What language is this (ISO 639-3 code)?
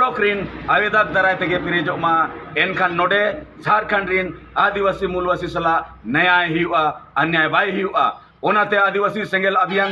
sat